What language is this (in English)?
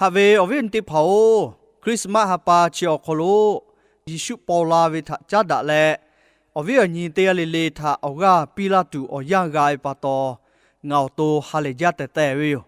Lahu